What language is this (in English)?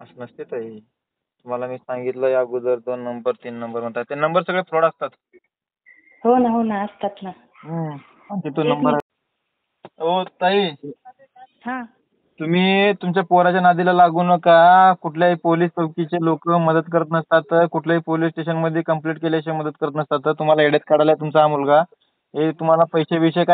Marathi